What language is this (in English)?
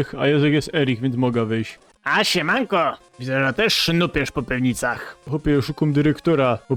Silesian